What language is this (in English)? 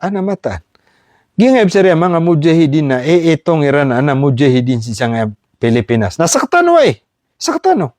Maranao